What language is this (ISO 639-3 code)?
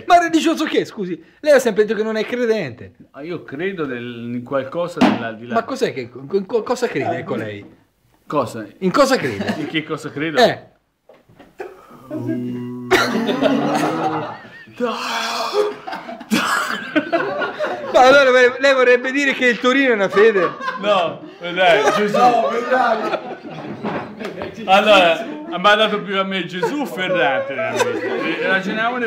ita